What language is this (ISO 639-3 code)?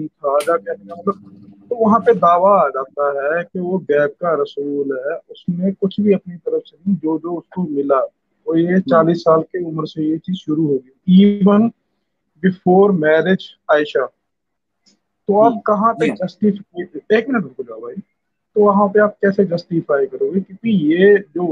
hin